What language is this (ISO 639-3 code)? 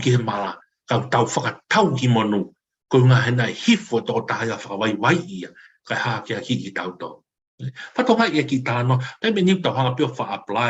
ton